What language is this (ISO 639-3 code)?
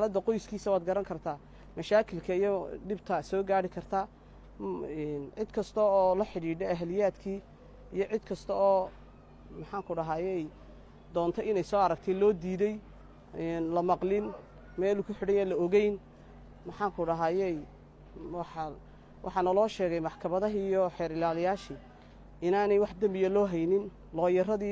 som